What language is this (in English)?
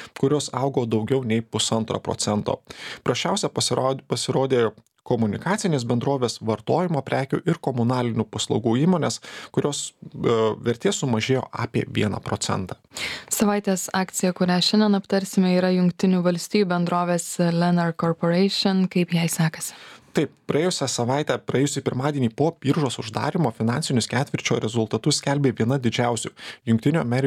Lithuanian